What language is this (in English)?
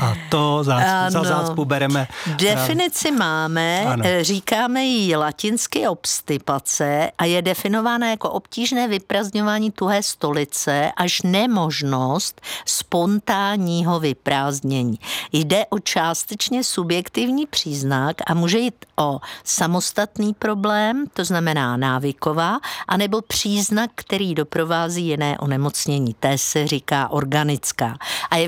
Czech